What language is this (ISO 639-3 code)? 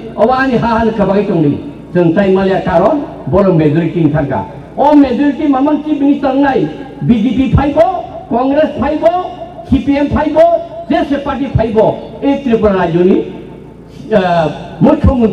trp